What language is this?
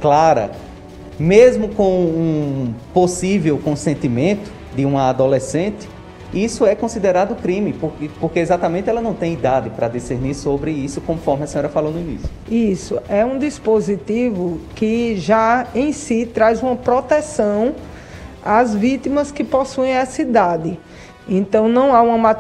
Portuguese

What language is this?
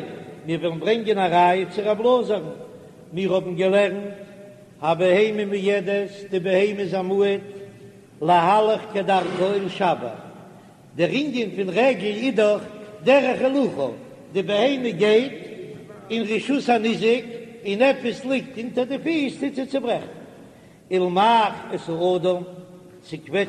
Yiddish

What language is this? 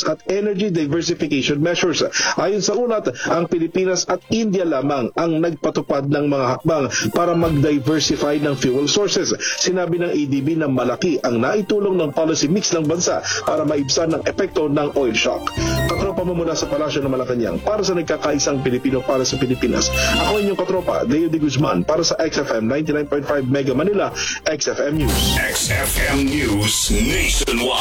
Filipino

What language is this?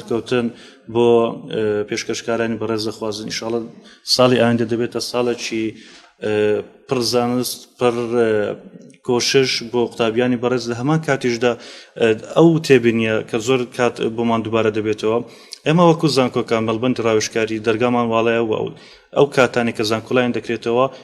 Central Kurdish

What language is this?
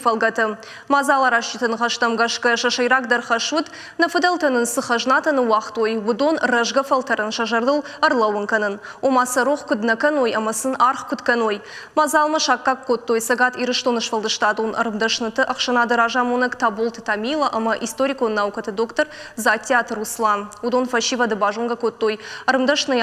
Ossetic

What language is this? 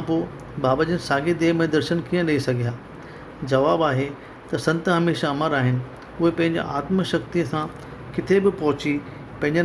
Sindhi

